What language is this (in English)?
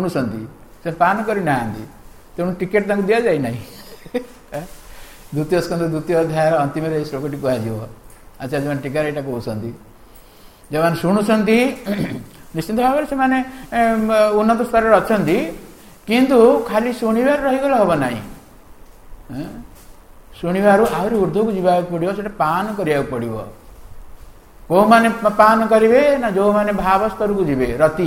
Odia